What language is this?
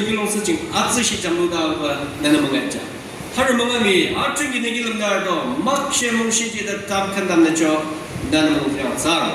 Naga Pidgin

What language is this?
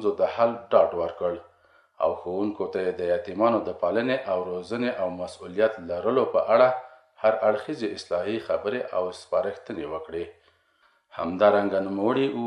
Pashto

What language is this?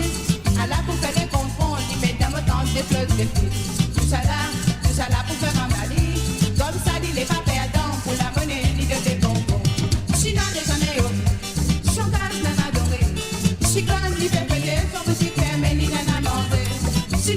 Morisyen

